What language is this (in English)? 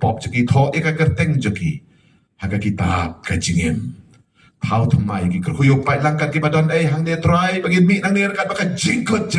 Khasi